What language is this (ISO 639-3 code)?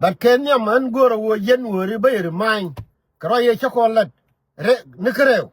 nus